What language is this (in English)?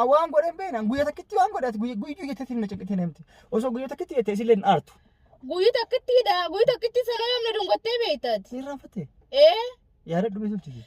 Oromo